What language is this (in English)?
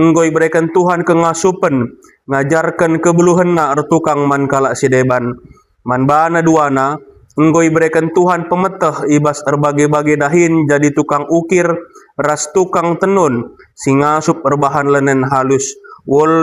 Batak Karo